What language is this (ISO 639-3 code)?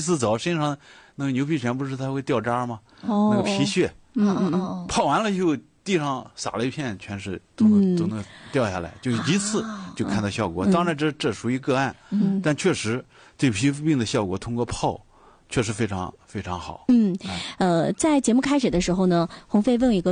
zho